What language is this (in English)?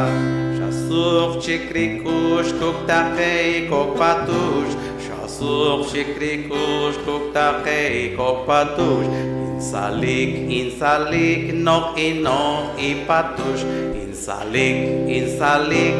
Poqomchi'